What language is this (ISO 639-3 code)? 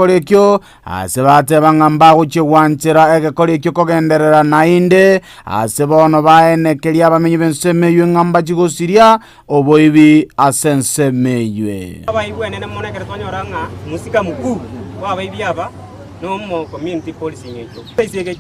guz